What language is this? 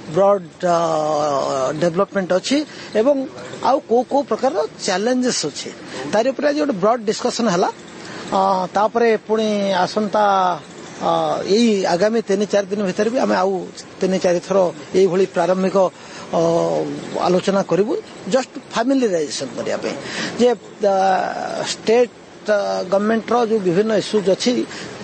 Odia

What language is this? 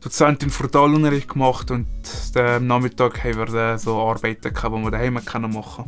Swiss German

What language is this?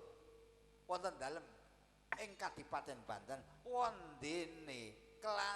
Javanese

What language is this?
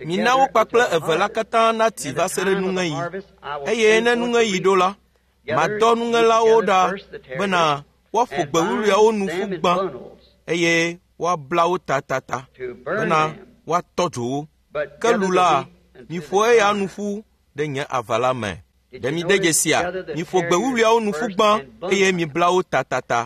Ewe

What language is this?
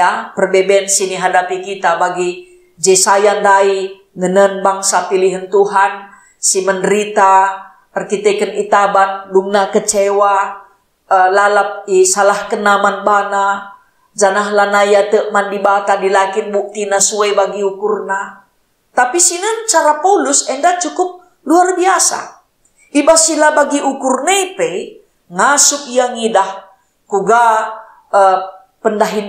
Batak Karo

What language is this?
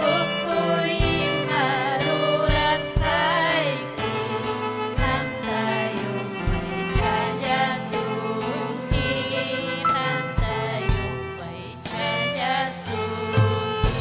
Ayacucho Quechua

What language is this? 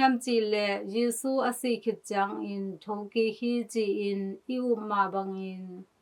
Tedim Chin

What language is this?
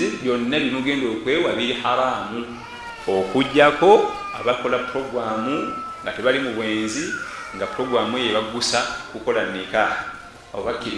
Ganda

